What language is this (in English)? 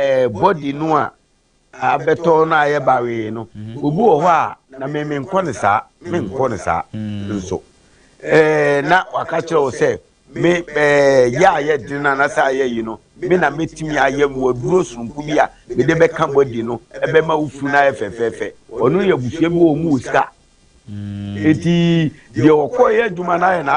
Akan